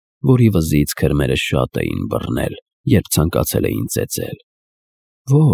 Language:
Armenian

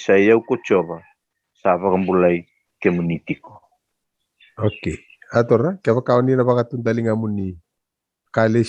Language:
Fijian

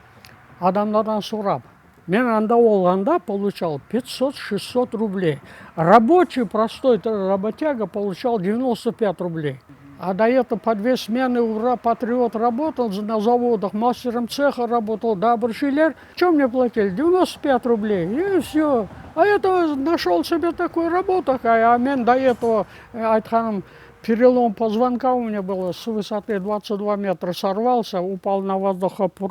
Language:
Crimean Tatar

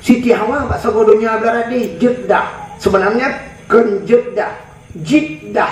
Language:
Achinese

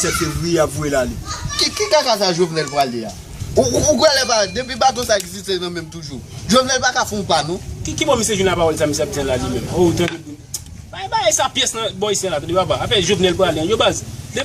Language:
Haitian Creole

